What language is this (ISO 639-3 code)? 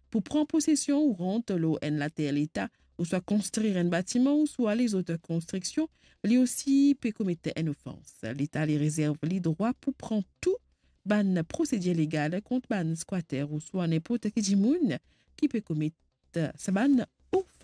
mfe